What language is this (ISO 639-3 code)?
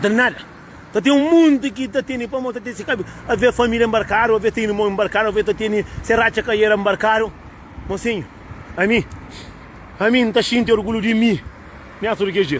kea